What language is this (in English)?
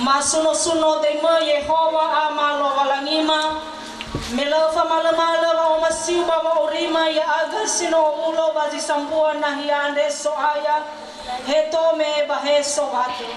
Nias